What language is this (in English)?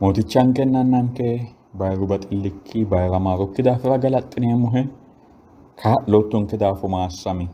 Sidamo